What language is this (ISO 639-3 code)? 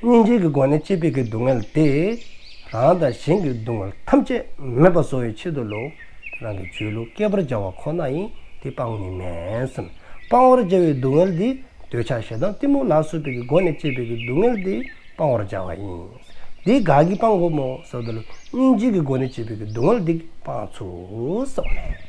dzo